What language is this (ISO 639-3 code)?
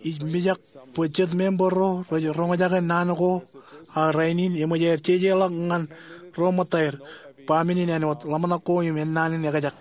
mah